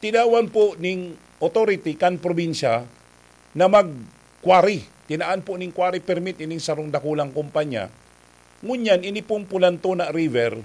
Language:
Bikol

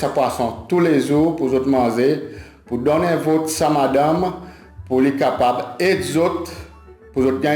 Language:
Seselwa Creole French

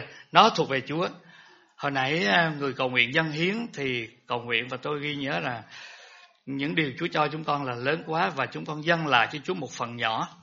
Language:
Vietnamese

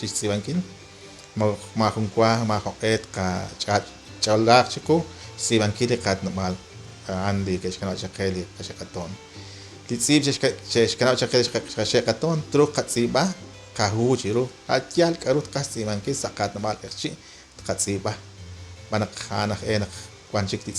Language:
Kekchí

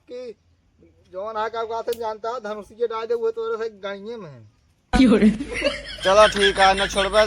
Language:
Awadhi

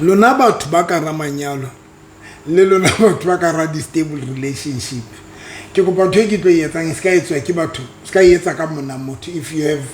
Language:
Southern Sotho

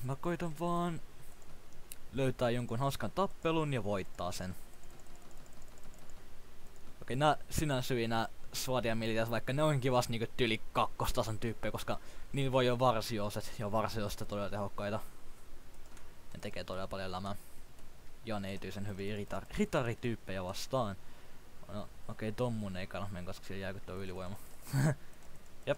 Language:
Finnish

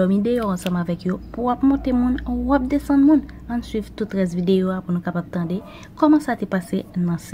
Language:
Haitian Creole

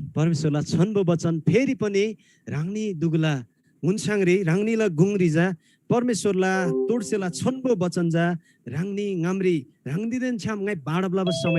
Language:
Eastern Tamang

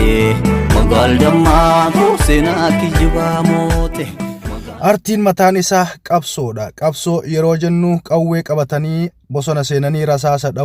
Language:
Oromo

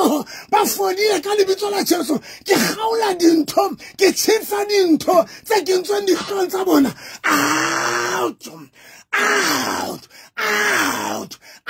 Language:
Southern Sotho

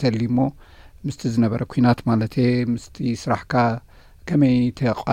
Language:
Tigrinya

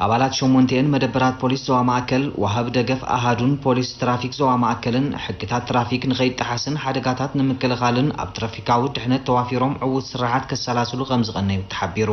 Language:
Tigrinya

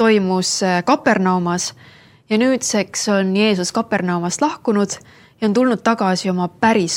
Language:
Estonian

